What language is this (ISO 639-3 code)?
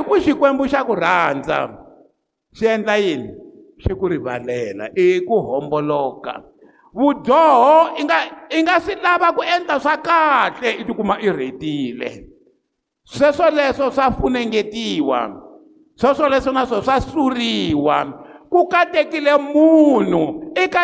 tso